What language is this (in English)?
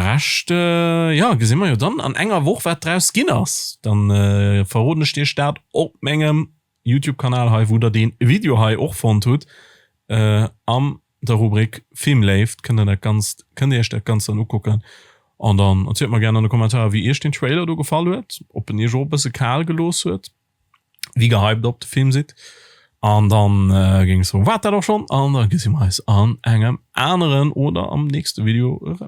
Luxembourgish